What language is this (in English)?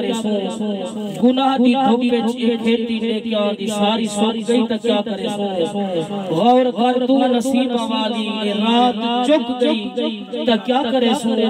Saraiki